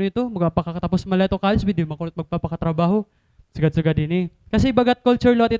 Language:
Waray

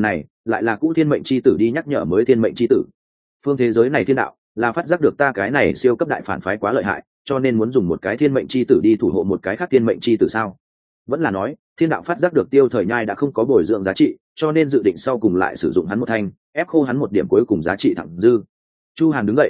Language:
Vietnamese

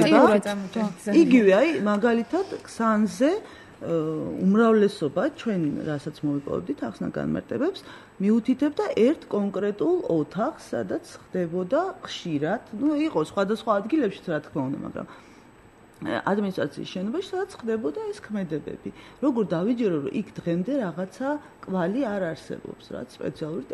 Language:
Georgian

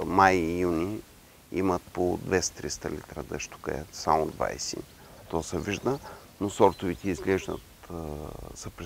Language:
Bulgarian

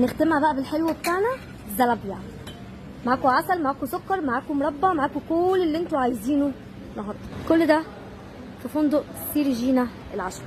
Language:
Egyptian Arabic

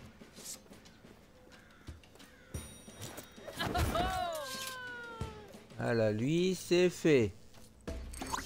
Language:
French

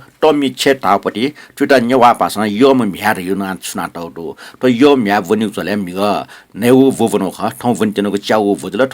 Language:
Newari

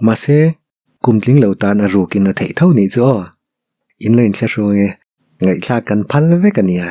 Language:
Mizo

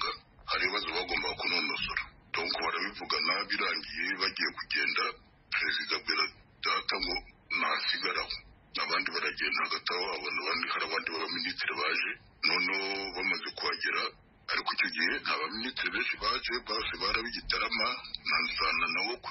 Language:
Kinyarwanda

